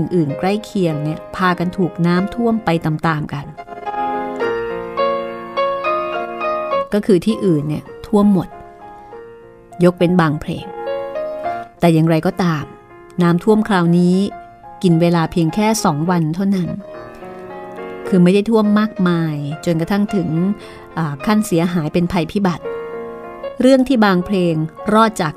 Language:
Thai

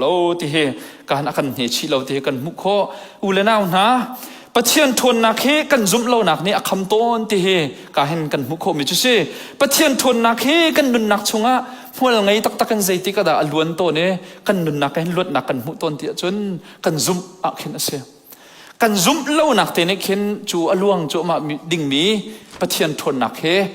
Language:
Hakha Chin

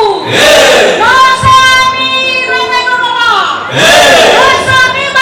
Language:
Nias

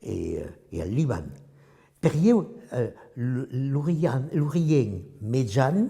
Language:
Occitan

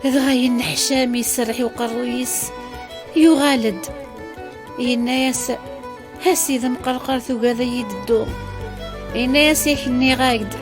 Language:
Kabyle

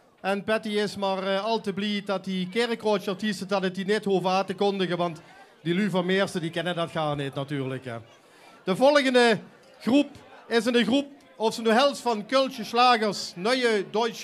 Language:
Limburgish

